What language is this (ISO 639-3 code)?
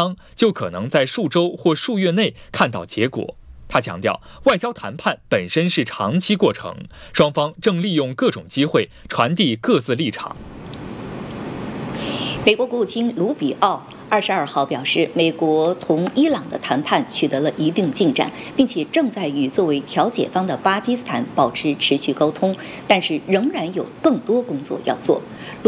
zho